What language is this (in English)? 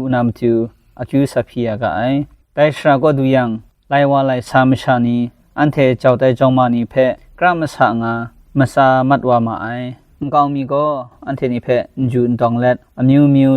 Kachin